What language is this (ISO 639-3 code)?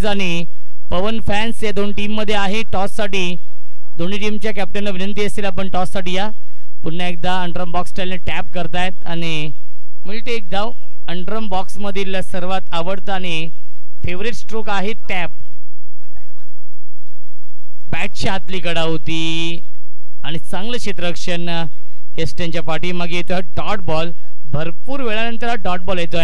mar